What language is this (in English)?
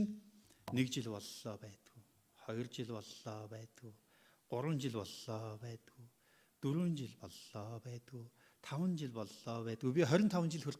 Mongolian